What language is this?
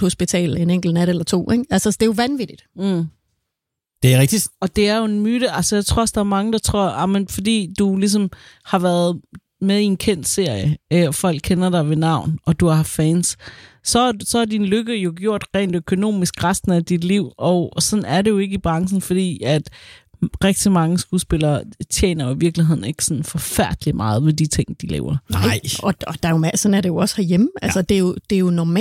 Danish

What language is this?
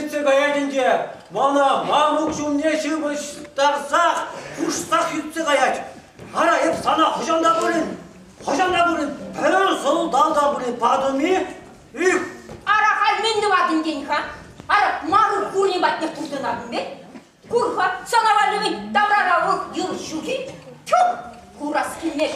Chuvash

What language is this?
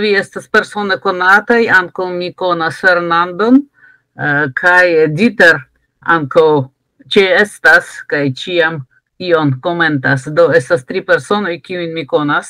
Esperanto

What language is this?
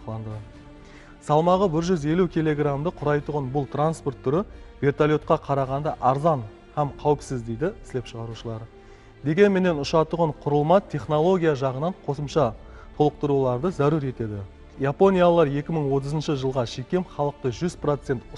Kara-Kalpak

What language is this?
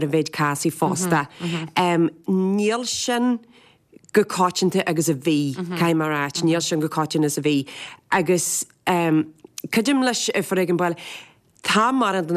Irish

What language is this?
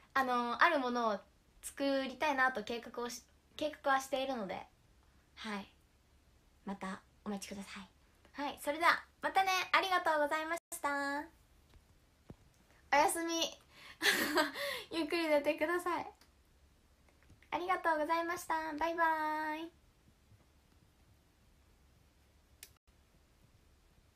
Japanese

